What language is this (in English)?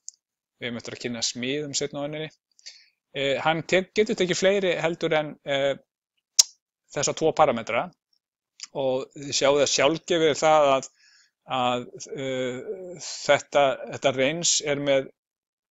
Icelandic